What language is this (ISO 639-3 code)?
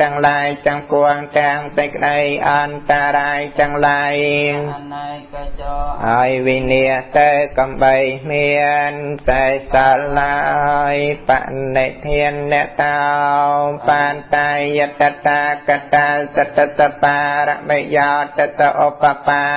khm